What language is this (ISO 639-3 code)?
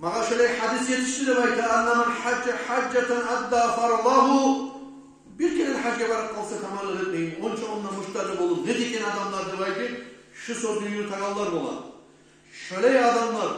kum